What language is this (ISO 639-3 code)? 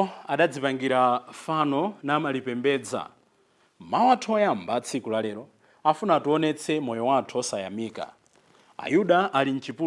nya